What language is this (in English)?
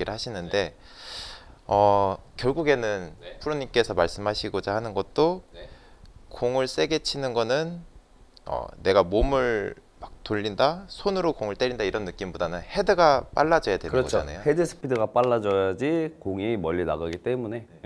Korean